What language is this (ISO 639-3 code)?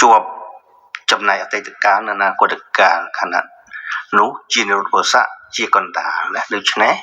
khm